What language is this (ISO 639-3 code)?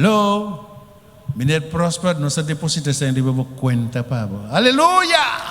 pap